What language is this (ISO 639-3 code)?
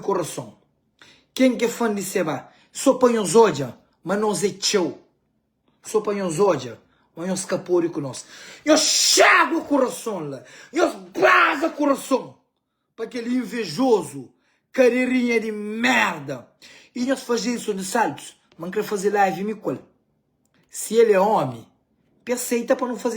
kea